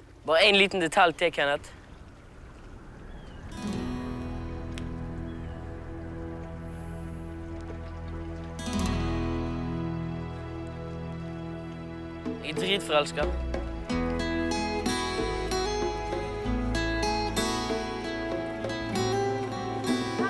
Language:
Norwegian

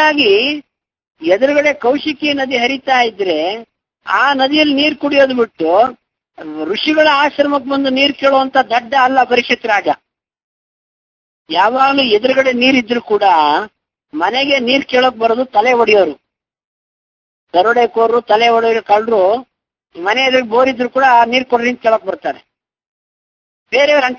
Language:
Kannada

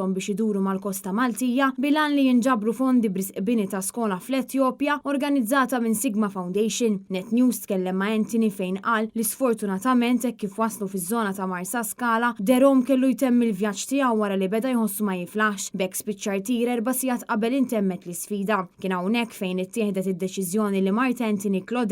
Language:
Maltese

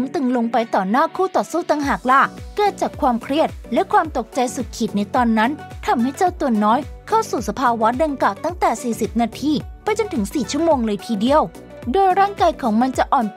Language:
Thai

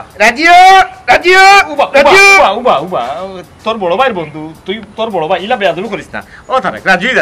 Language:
Sylheti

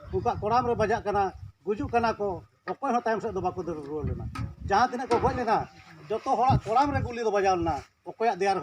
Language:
Santali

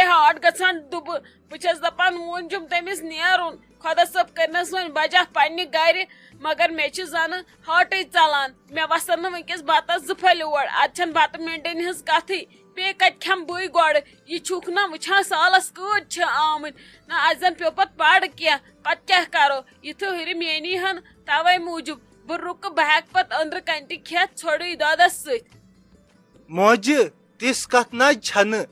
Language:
Kashmiri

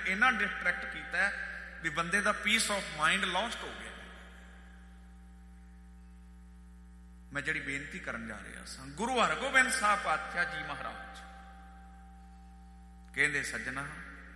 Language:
Punjabi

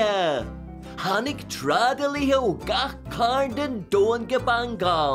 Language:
Irish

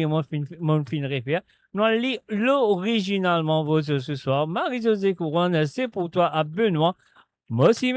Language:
Morisyen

